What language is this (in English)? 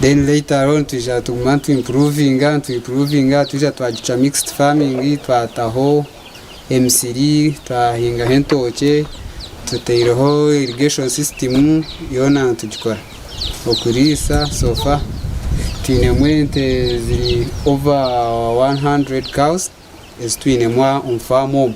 Nyankole